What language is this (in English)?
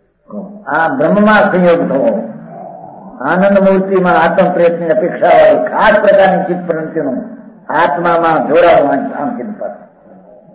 Gujarati